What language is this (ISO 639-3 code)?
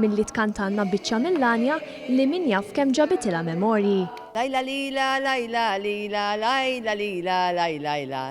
mlt